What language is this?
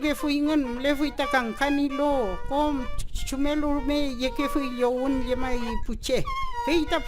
Mapuche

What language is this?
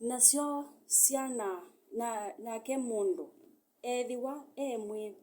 Kamba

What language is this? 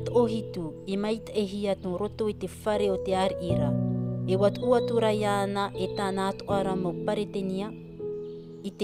Tahitian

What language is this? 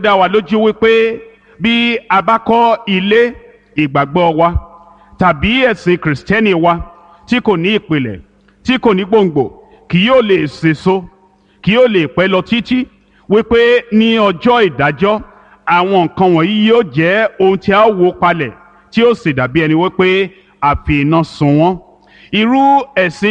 Yoruba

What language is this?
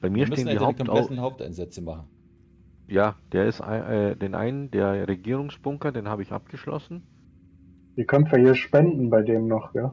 Bavarian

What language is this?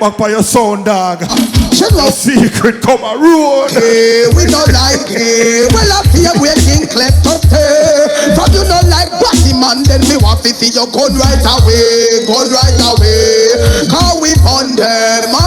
Jamaican Creole English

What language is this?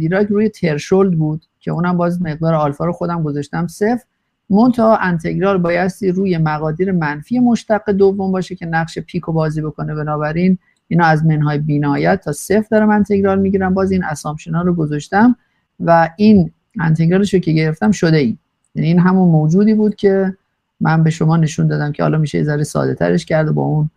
Persian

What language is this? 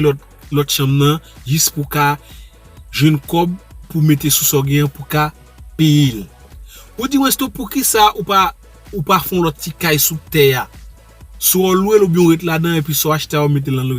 Haitian Creole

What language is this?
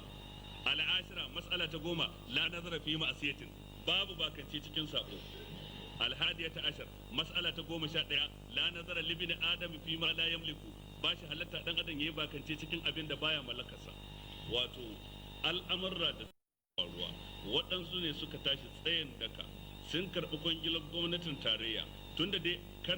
Hausa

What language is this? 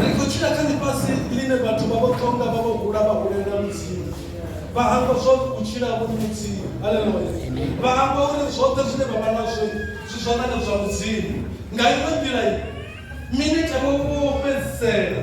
Venda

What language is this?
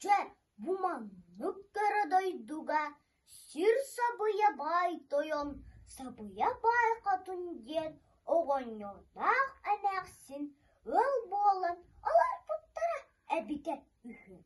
Yakut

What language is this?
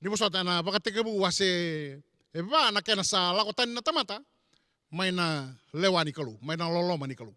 Fijian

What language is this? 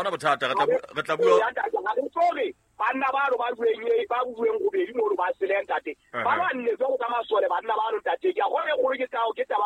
Southern Sotho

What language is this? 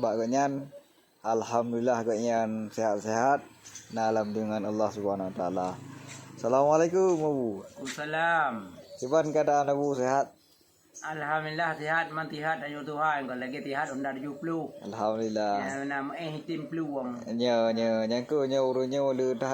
Achinese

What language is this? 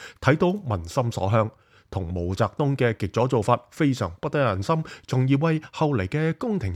Cantonese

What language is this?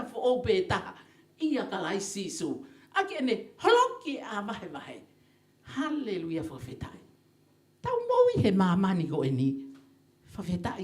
Tongan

